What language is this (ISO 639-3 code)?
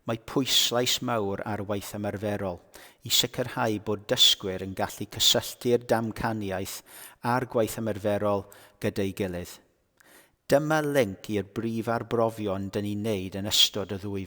cym